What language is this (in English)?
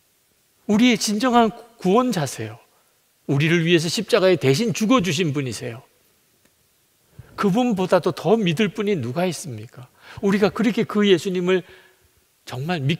Korean